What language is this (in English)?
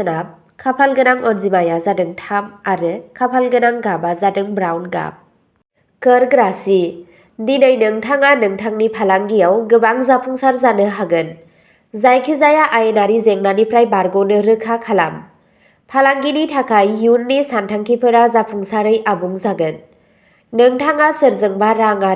Bodo